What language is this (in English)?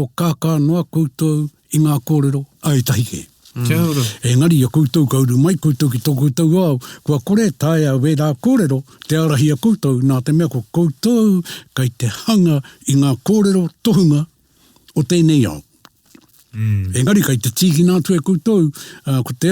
Māori